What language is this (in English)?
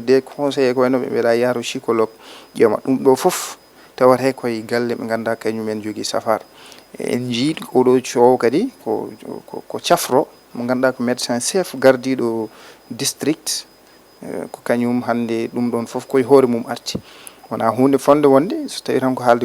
Fula